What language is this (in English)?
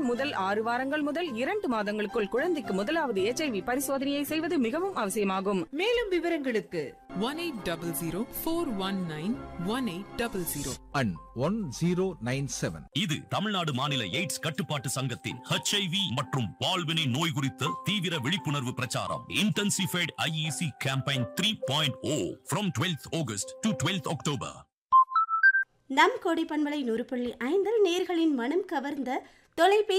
Tamil